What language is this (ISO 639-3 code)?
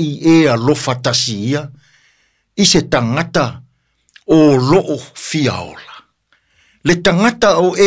smo